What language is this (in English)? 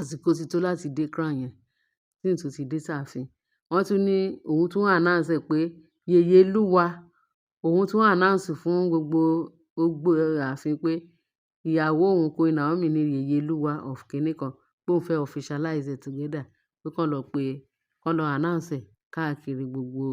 Yoruba